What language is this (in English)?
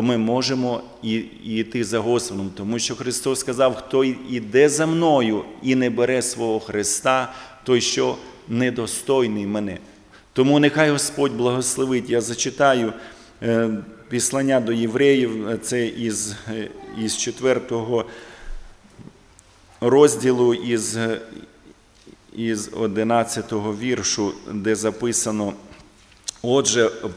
Ukrainian